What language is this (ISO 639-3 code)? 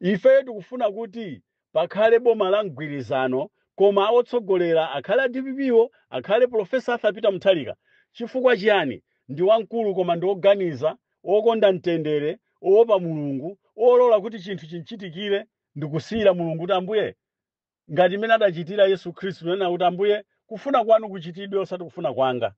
nya